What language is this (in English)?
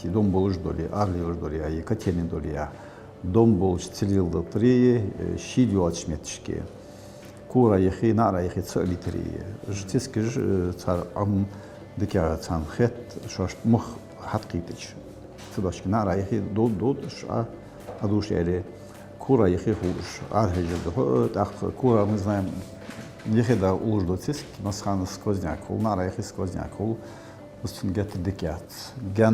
Ingush